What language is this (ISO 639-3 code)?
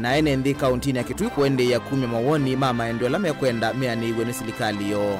kam